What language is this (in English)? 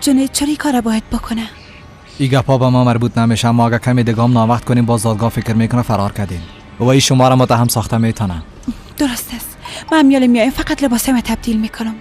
Persian